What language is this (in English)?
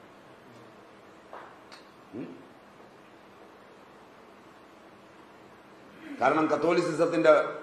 Malayalam